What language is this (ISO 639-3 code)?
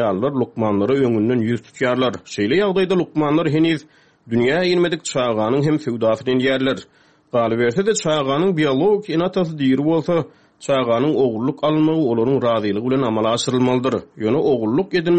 tuk